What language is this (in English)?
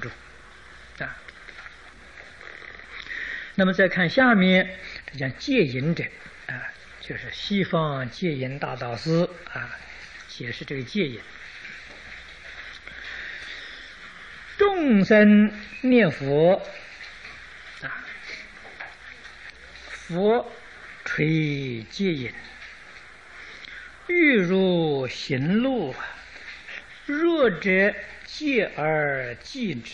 Chinese